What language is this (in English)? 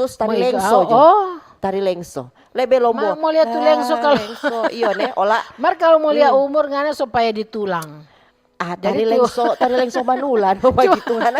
Manado Malay